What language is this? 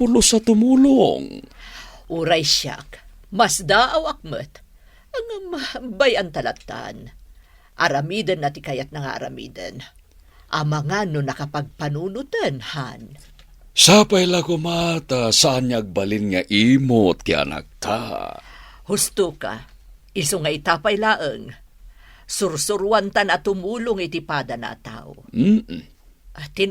Iloko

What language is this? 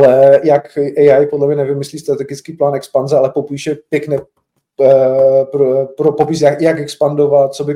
Czech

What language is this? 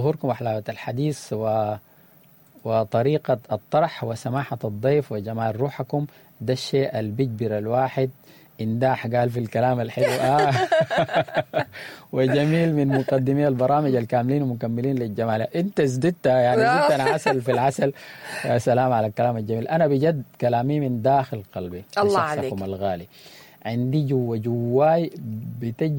Sudanese Arabic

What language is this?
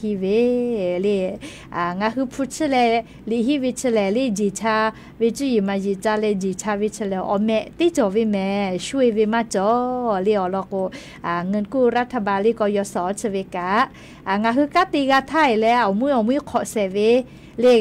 Lahu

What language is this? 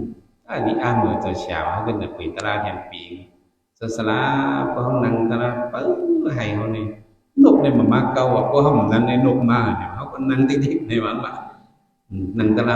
Shan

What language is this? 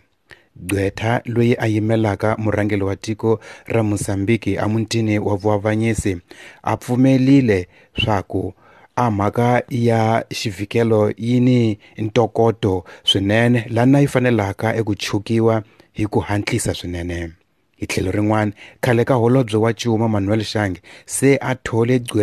Tsonga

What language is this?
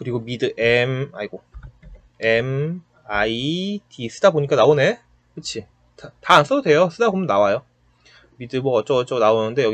Korean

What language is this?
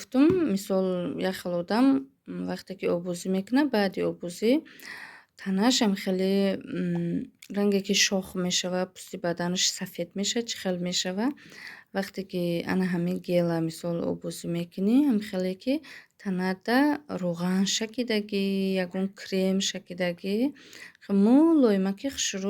Tajik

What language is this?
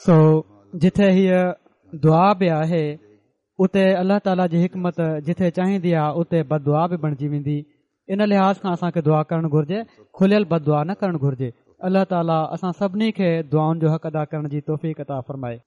Sindhi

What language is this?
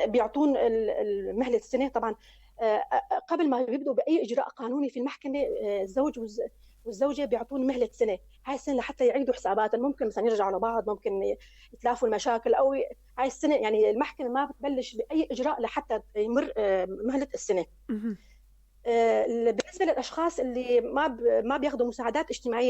North Levantine Arabic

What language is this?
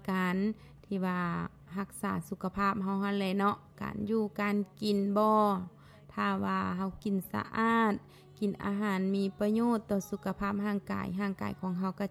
Lao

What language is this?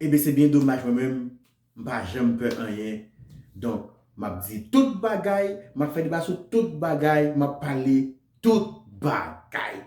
Haitian Creole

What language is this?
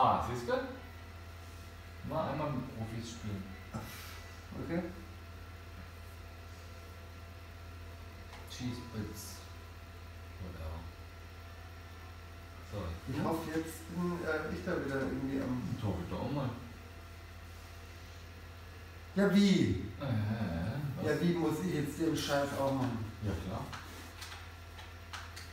German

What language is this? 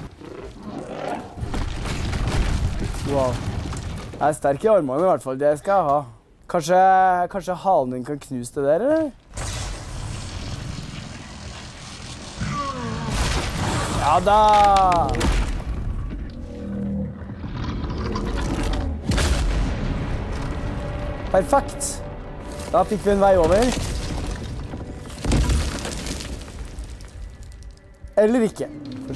Norwegian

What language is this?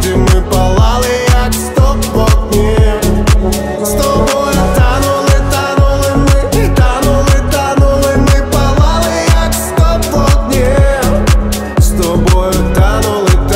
Ukrainian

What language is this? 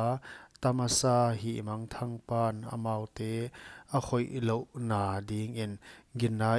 Paite Chin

